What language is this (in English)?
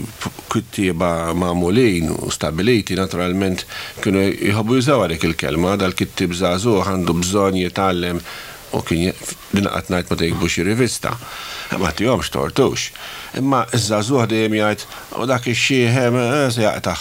Maltese